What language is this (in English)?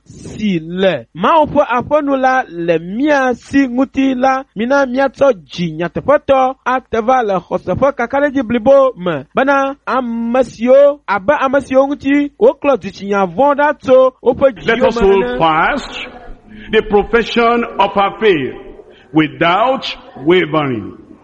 Ewe